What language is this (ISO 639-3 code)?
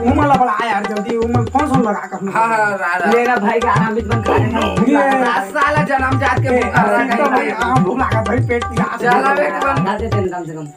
hne